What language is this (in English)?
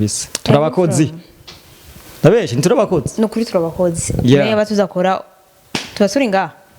Rundi